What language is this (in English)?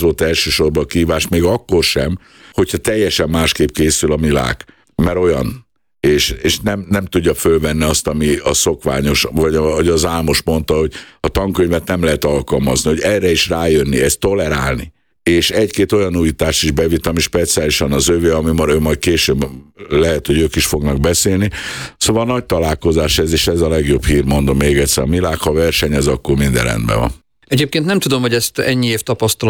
Hungarian